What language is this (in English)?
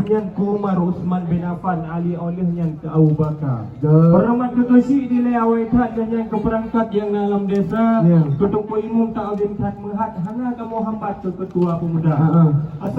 Achinese